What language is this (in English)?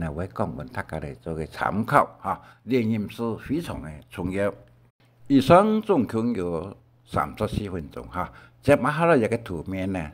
Hakka Chinese